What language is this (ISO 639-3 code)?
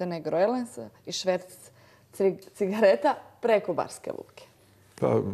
srp